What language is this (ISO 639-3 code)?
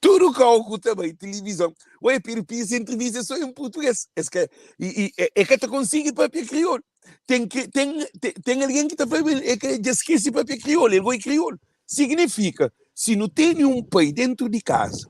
kea